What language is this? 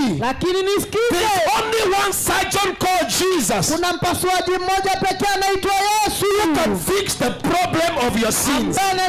Swahili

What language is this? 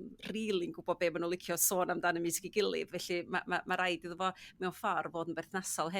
Welsh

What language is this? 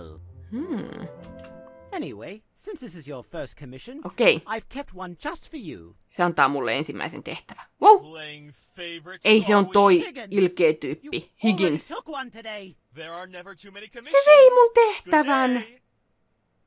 Finnish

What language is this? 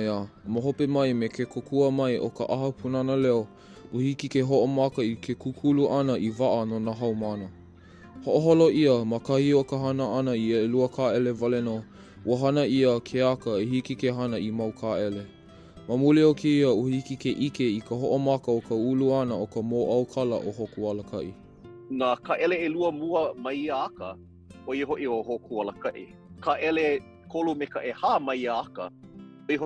Hawaiian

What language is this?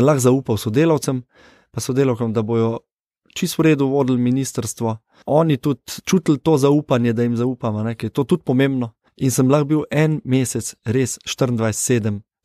Slovenian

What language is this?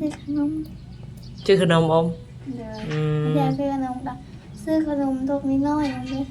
Northeastern Thai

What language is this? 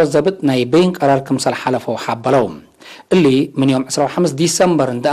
Tigre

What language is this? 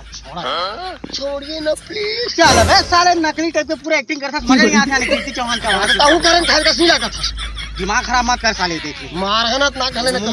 Chhattisgarhi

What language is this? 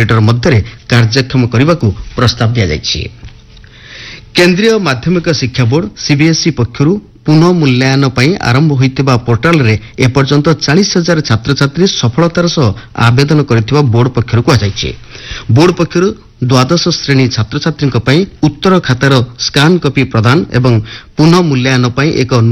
Odia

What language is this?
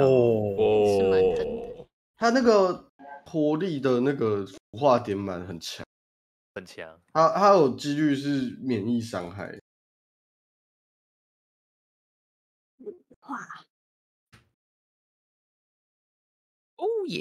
Chinese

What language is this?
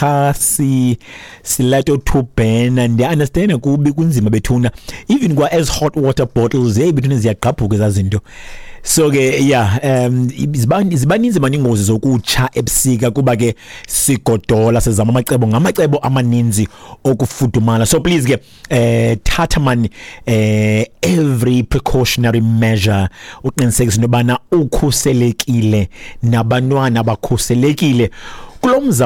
Xhosa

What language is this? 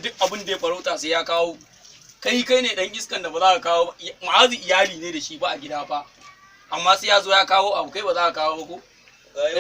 Hausa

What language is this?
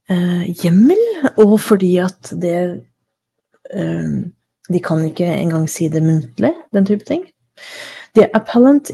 Norwegian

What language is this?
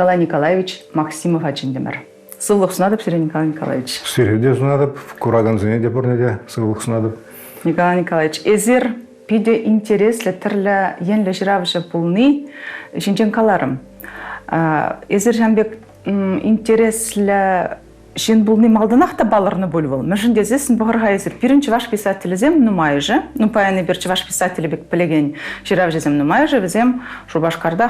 Chuvash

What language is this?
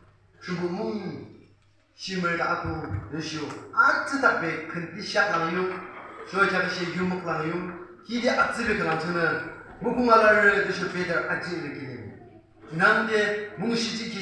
Yimchungru Naga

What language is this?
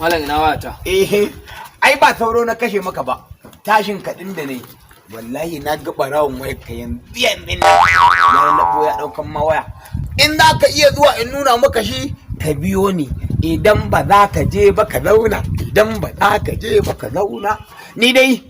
Hausa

